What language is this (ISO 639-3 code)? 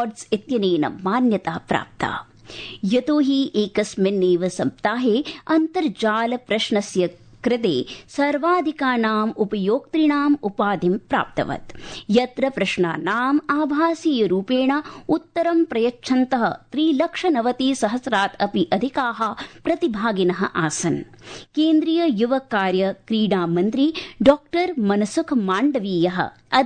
san